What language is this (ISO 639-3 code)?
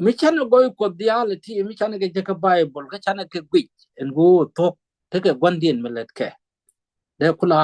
nus